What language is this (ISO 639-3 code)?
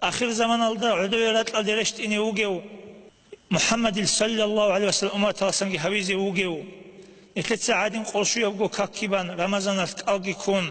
ava